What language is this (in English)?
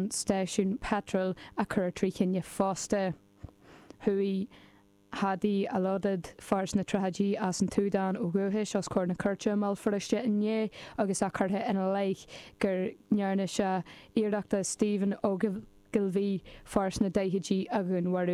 Irish